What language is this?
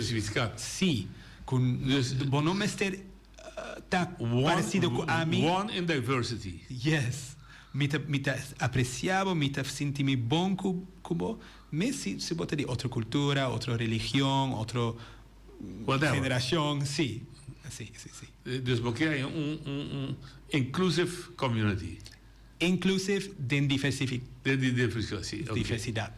Papiamento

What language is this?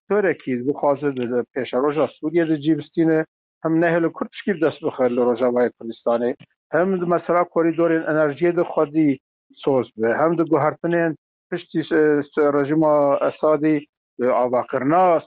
Kurdish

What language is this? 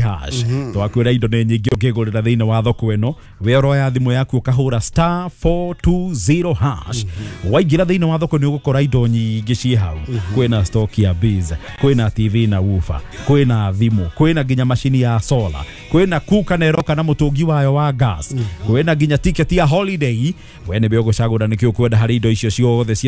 Kikuyu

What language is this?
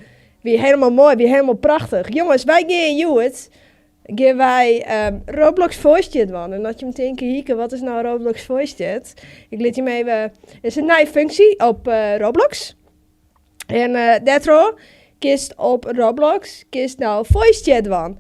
Western Frisian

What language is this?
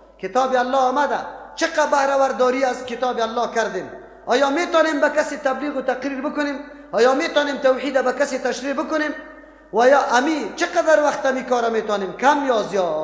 Persian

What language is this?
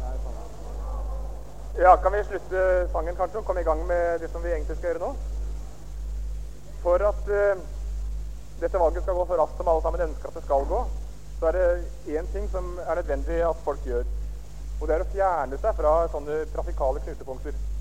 Norwegian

